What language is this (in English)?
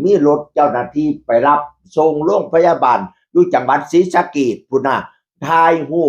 Northeastern Thai